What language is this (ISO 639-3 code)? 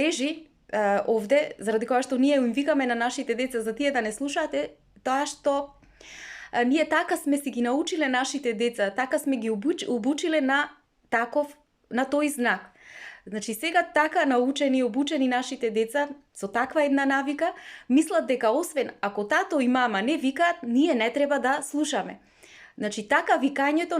mkd